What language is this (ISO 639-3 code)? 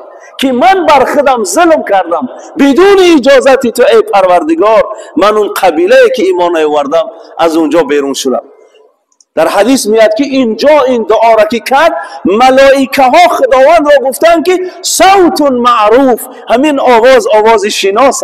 tgk